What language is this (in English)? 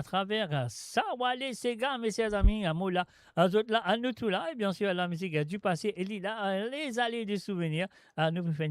Morisyen